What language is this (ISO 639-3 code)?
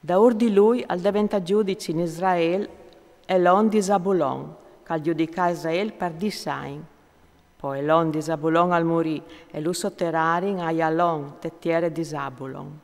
fur